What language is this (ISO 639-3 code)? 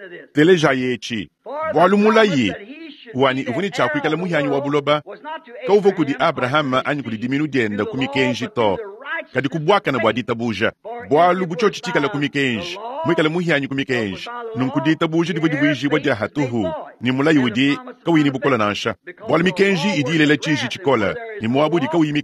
lua